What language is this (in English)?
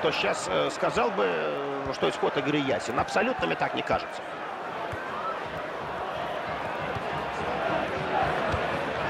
Russian